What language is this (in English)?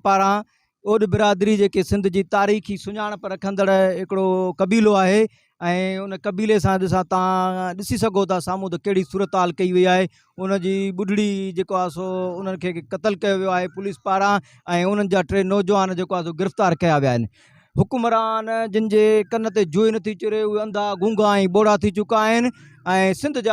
Sindhi